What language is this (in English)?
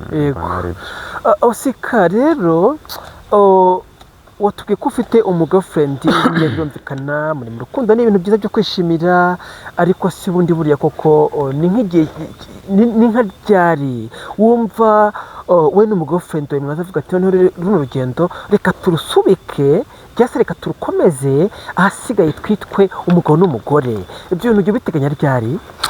Kinyarwanda